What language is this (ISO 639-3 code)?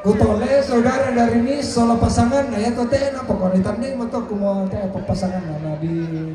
sda